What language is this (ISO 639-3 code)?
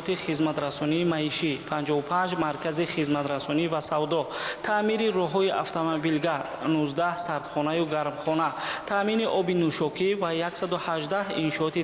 tgk